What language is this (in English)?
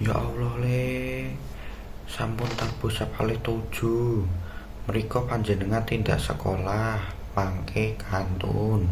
Javanese